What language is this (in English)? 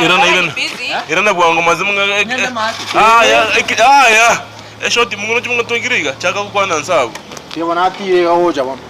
Gusii